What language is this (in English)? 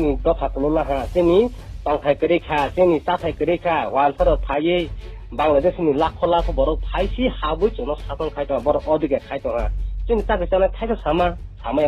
Riang (India)